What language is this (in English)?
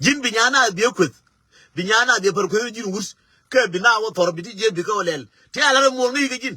Nuer